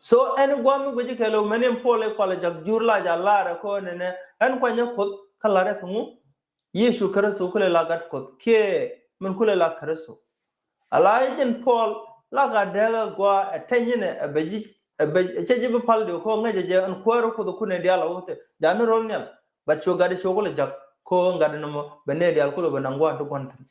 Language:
Nuer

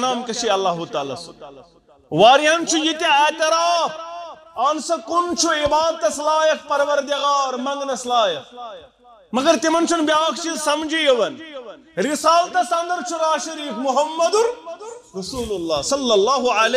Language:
Kashmiri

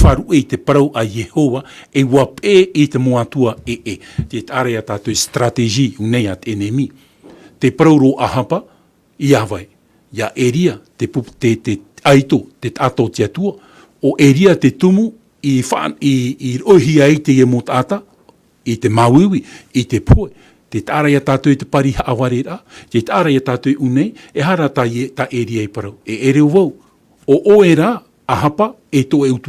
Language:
Tahitian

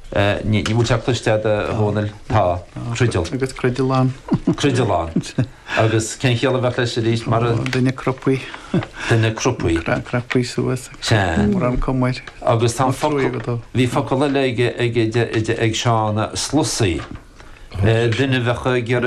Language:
Irish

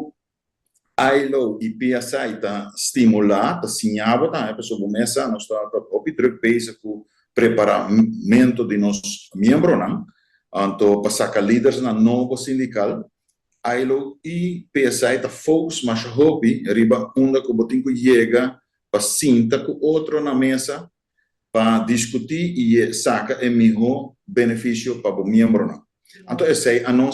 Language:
Papiamento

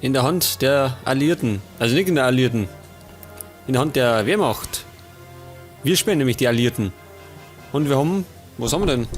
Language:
Bavarian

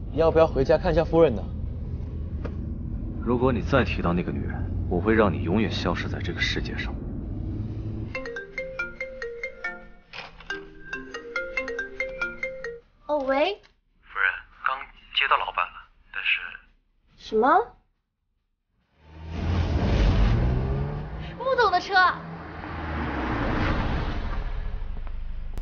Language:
Chinese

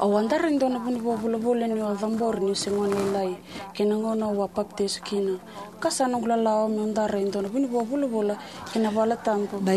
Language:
Fijian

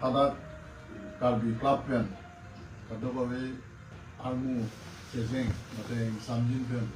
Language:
Karbi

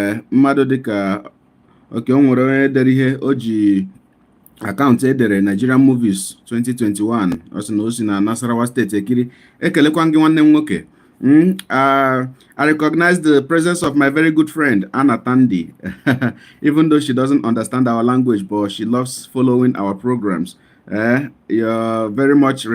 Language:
Igbo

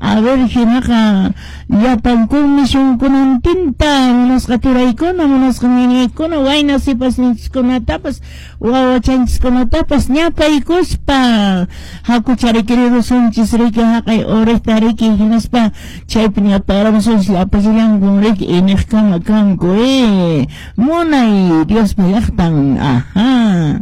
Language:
Quechua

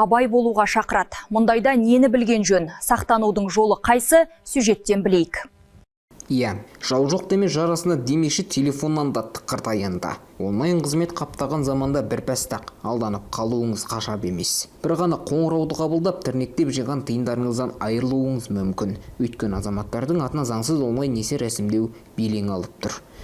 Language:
Kazakh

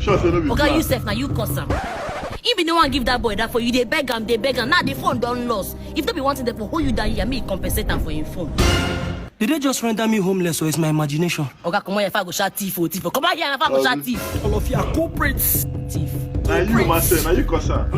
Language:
Nigerian Pidgin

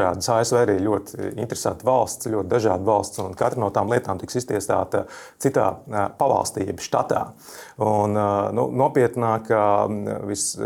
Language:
Latvian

